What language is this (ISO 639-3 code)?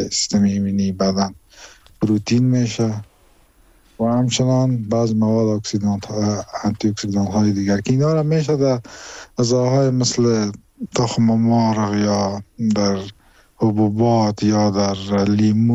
fas